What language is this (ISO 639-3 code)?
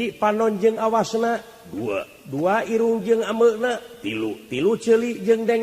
sun